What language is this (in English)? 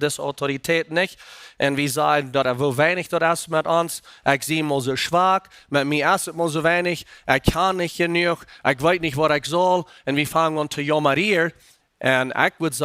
Plautdietsch